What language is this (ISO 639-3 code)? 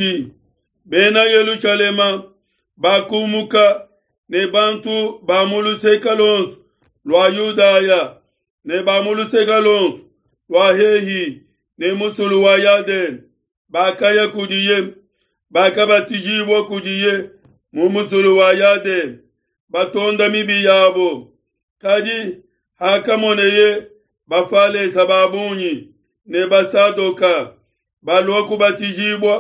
lua